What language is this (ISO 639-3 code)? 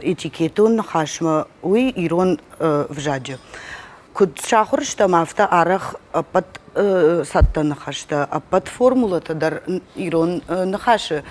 oss